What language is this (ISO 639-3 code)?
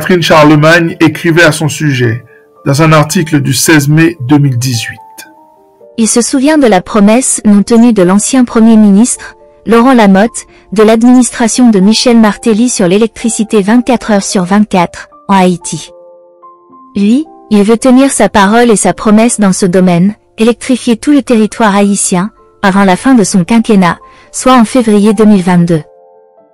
fra